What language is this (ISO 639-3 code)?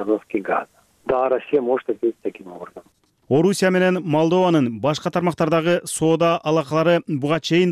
kir